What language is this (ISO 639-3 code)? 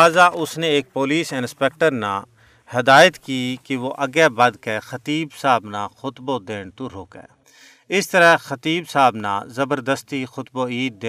gju